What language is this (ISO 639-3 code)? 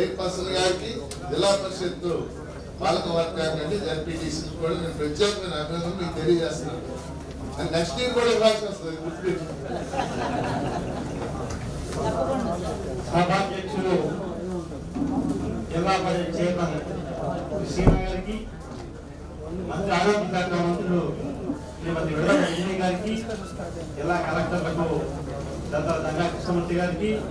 tel